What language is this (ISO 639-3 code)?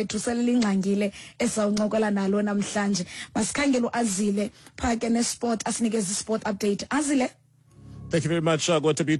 xho